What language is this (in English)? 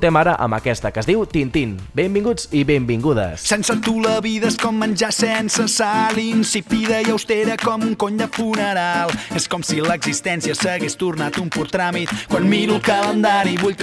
Catalan